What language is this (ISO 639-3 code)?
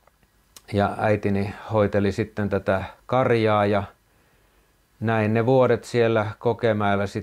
fin